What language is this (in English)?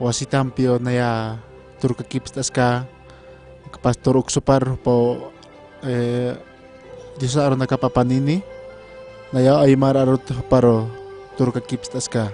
Aymara